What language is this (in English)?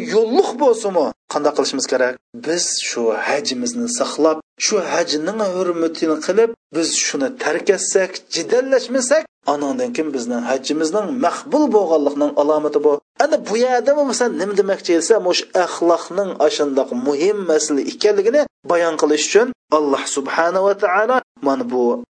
Uyghur